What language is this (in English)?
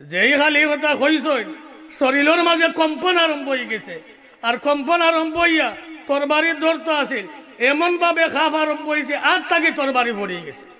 Sylheti